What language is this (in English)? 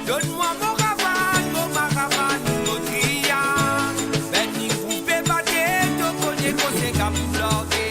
Morisyen